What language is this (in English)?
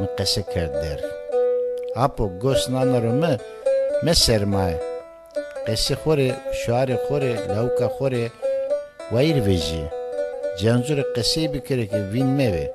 Zaza